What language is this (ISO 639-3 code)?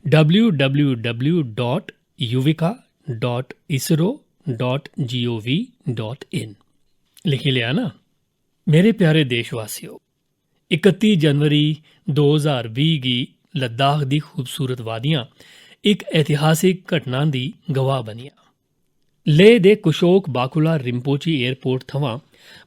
doi